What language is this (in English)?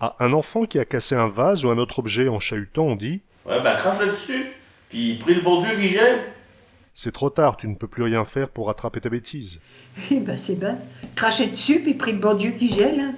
Picard